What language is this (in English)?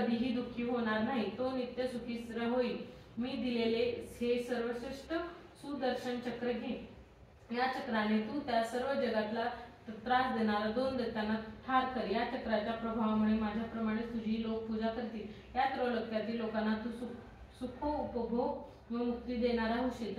Marathi